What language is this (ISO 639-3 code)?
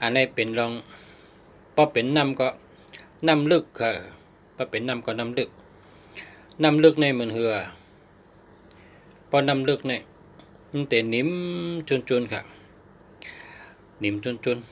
shn